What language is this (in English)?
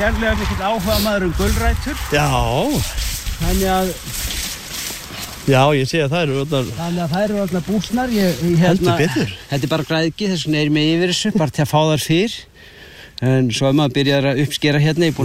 Icelandic